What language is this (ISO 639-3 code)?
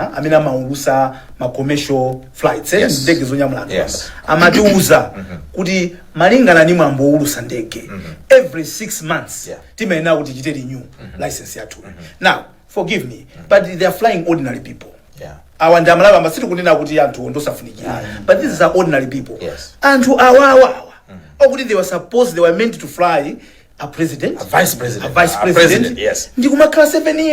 nya